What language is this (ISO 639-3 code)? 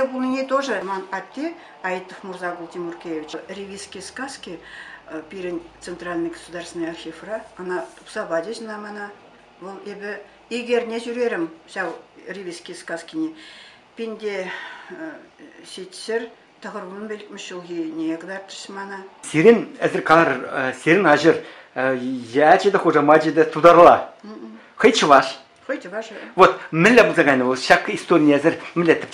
chv